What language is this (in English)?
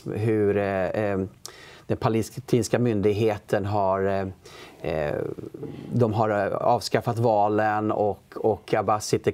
Swedish